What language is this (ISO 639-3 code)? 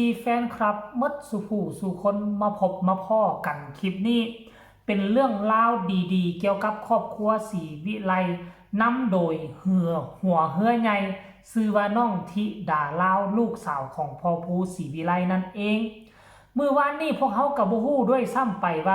tts